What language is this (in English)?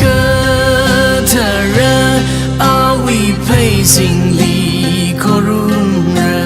Tangkhul Naga (India)